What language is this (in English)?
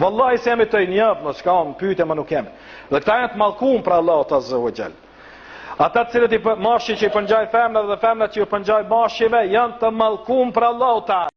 Albanian